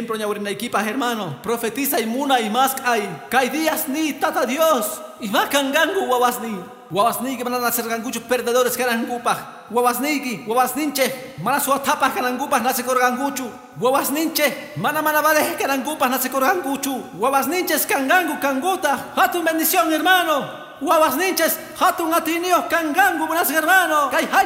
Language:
Quechua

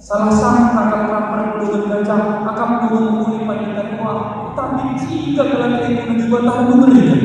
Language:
Batak Karo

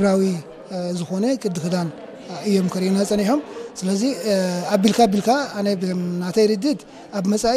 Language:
Tigrinya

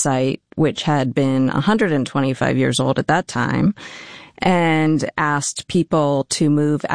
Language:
English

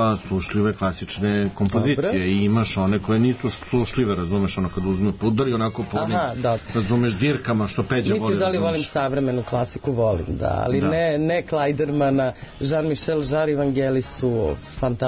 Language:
Serbian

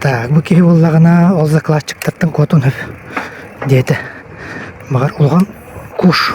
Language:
Yakut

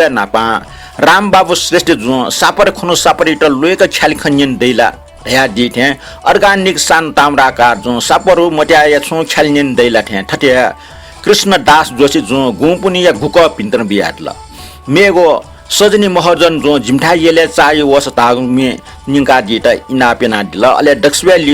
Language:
Newari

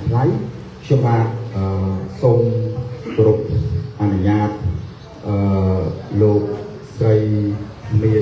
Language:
Khmer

